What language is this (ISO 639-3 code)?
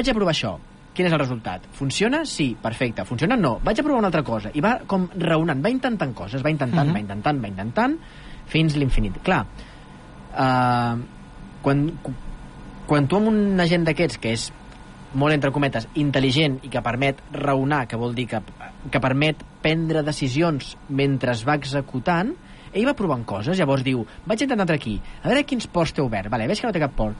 cat